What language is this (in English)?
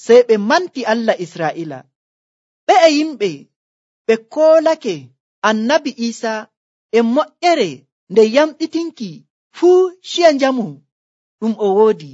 Nigerian Fulfulde